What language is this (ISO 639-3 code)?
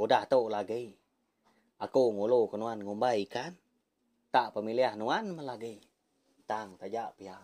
iba